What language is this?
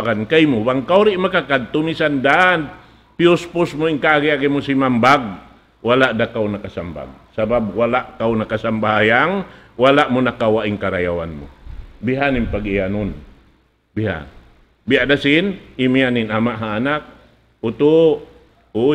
Tausug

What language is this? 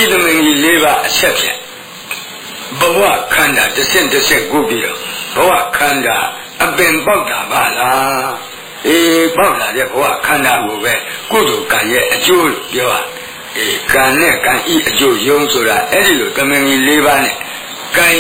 Burmese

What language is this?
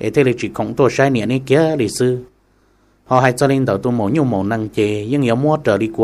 Hmong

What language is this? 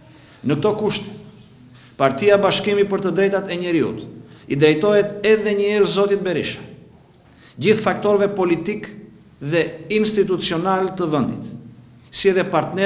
Albanian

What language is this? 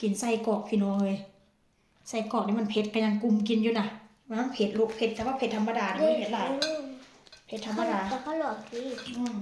Northeastern Thai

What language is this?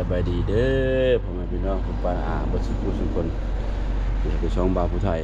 Northeastern Thai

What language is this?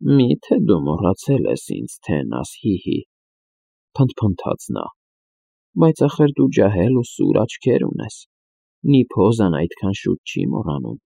Armenian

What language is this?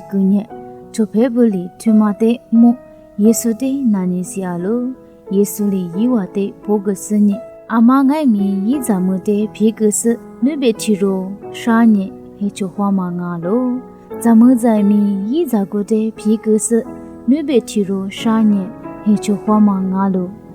Lisu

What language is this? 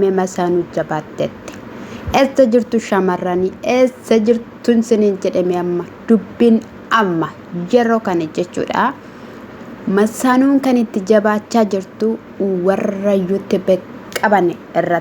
Oromo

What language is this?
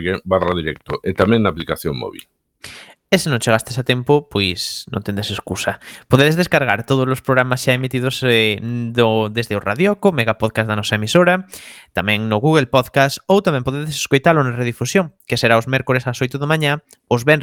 Galician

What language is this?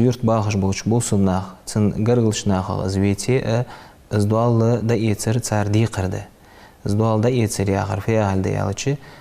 Ingush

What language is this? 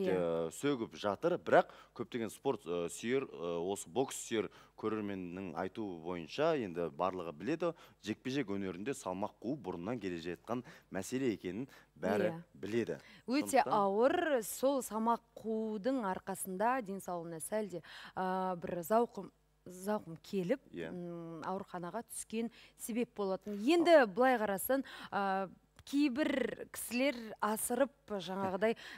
Kazakh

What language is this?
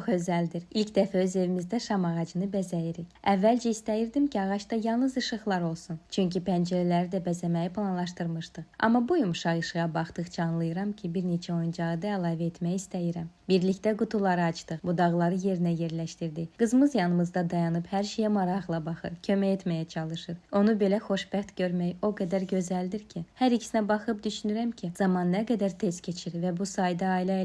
Azerbaijani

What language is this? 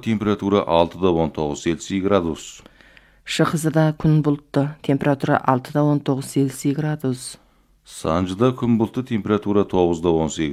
Kazakh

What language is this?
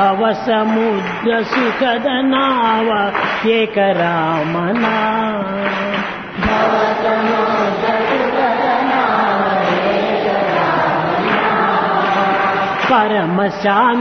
Telugu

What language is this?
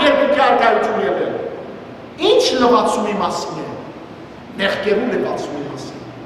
Western Armenian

